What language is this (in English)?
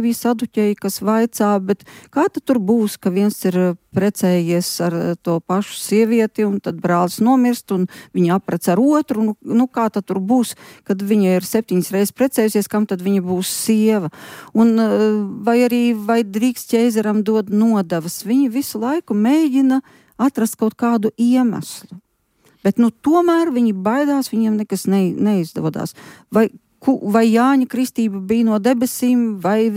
Latvian